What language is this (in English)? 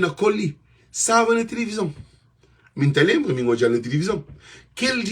Kabuverdianu